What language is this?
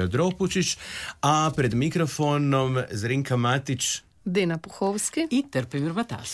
Croatian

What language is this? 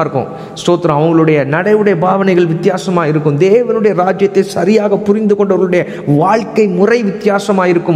Tamil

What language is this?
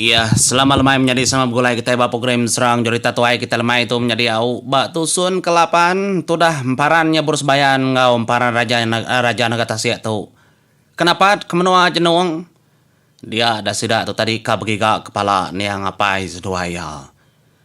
Iban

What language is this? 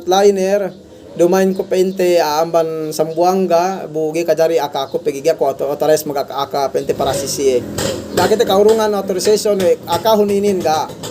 Yakan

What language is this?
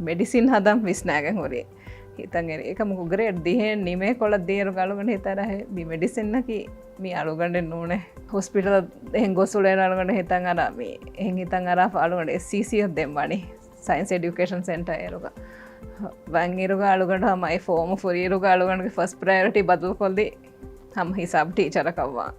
Divehi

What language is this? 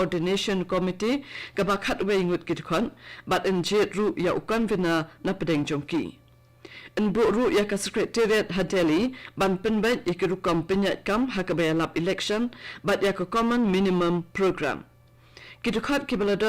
Khasi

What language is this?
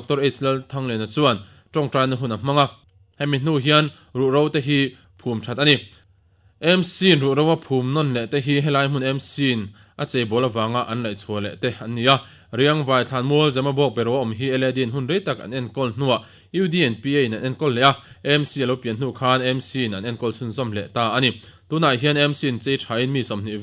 Mizo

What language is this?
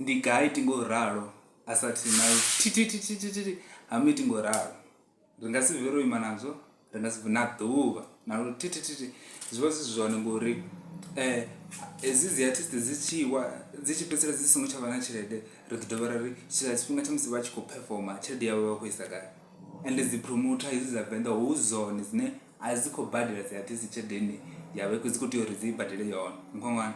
Venda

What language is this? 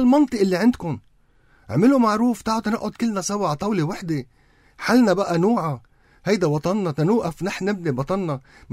North Levantine Arabic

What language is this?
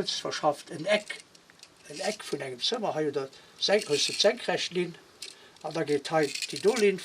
Luxembourgish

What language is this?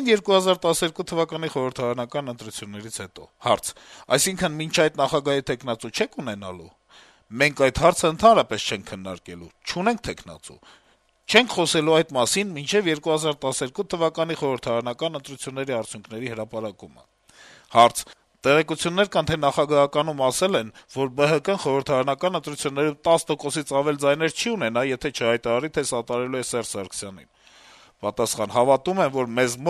Armenian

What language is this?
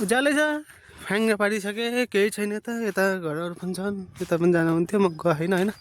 Nepali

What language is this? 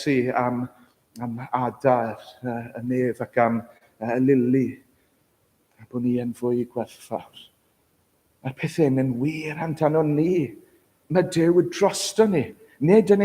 Welsh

